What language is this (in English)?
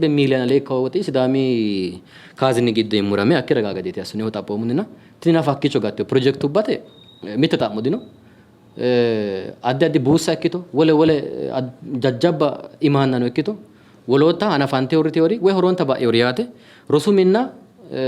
Sidamo